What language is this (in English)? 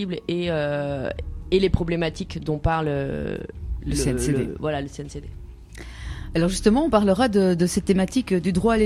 French